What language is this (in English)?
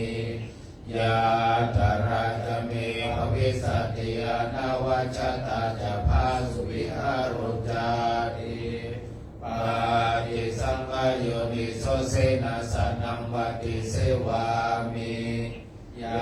Pali